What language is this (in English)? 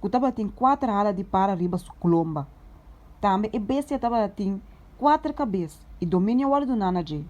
Papiamento